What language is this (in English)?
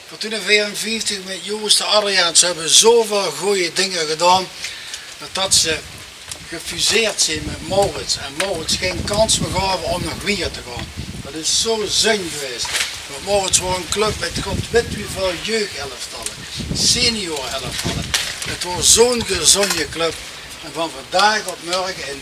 Limburgish